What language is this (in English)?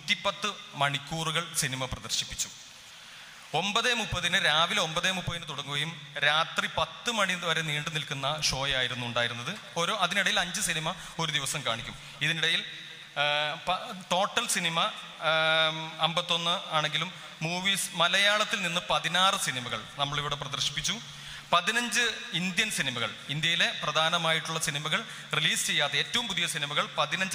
Malayalam